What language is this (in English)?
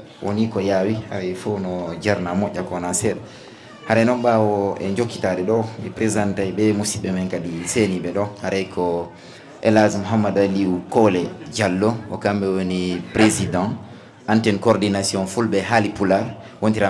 Fula